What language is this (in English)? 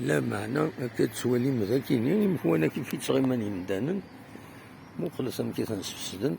Kabyle